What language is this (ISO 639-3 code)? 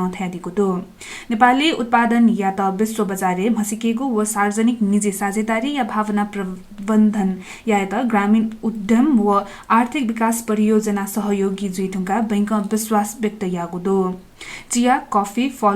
new